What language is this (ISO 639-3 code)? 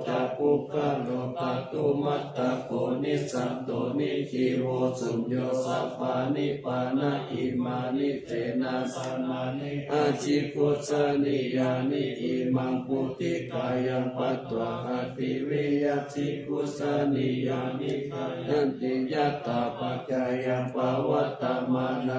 pli